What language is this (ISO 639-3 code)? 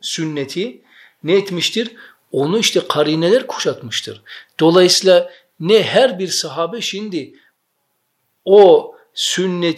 tur